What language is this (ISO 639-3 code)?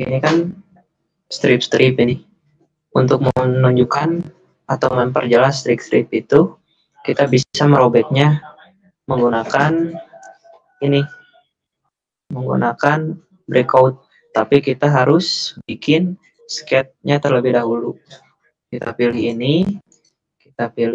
ind